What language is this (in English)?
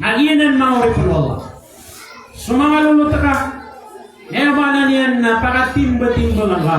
Maranao